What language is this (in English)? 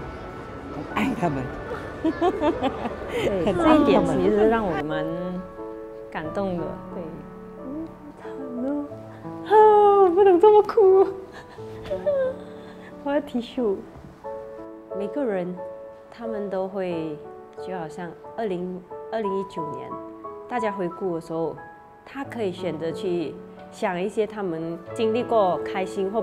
Chinese